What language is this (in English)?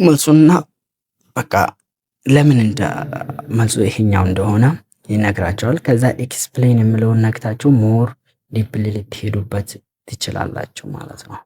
Amharic